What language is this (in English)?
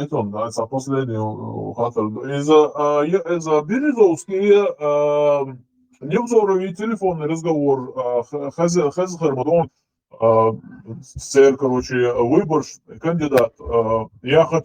Chechen